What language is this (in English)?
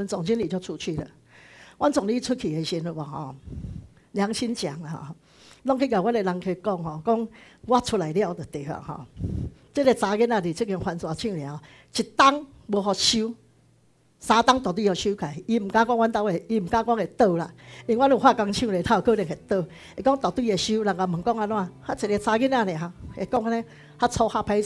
Min Nan Chinese